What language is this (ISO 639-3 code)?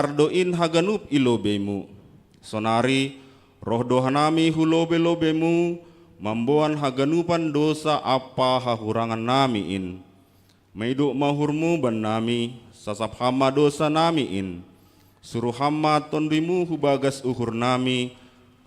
bts